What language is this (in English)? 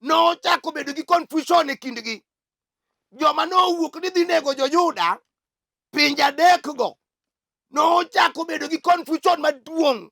Luo (Kenya and Tanzania)